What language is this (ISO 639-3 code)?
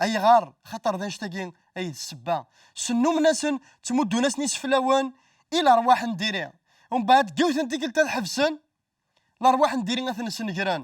kab